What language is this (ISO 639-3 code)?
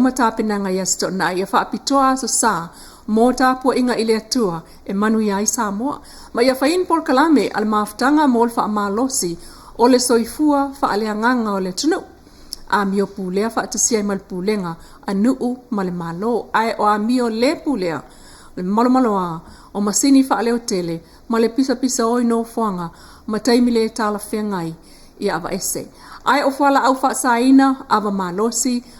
smo